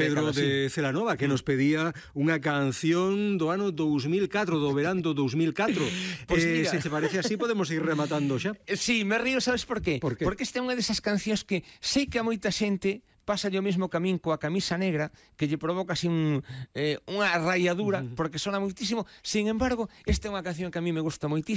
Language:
Galician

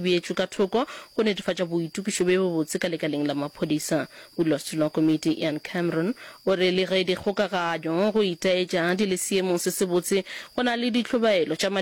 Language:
Northern Sotho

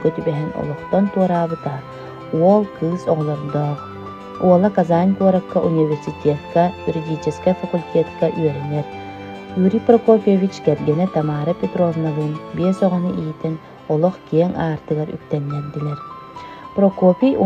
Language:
Yakut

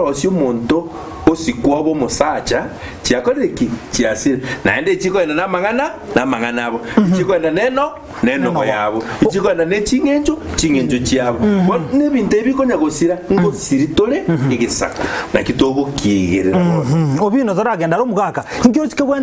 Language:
Gusii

